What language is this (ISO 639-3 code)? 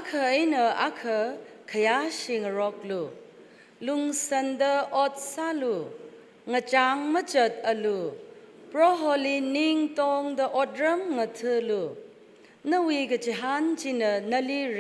nmf